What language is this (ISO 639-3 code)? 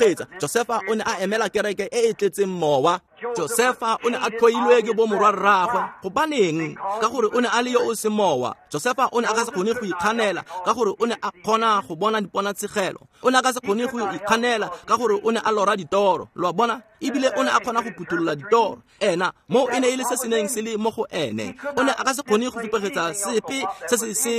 tsn